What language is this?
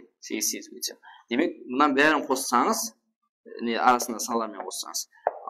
Kara-Kalpak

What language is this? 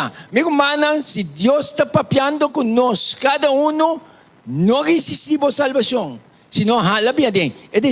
Papiamento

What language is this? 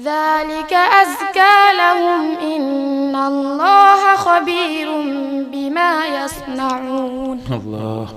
Fula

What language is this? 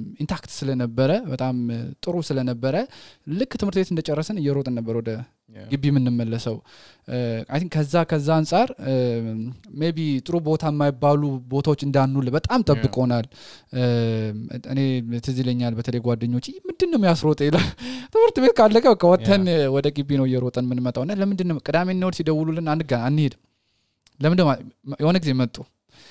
Amharic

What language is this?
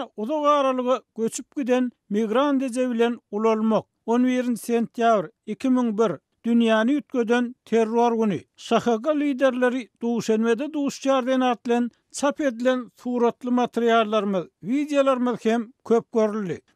Turkmen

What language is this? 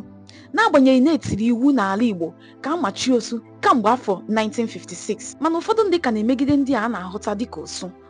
Igbo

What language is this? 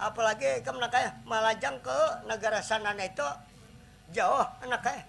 Banjar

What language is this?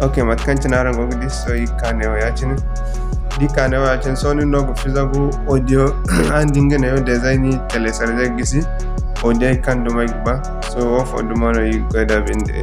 Zarma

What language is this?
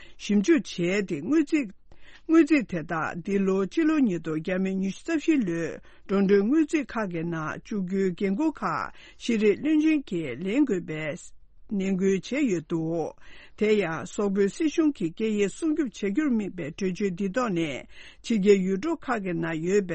Tibetan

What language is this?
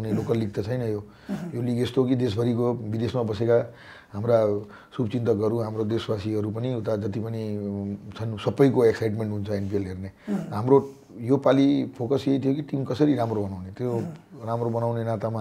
Nepali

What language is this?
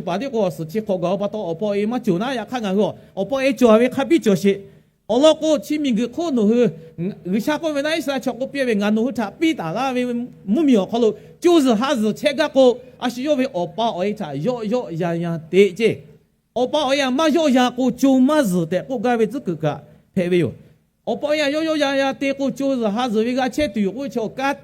Lahu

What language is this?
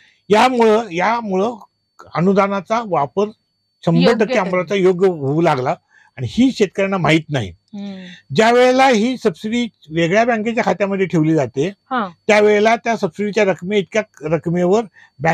Marathi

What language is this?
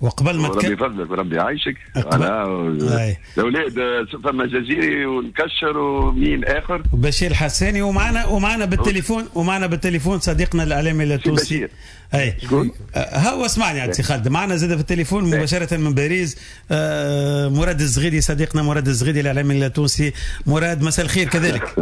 Tunisian Arabic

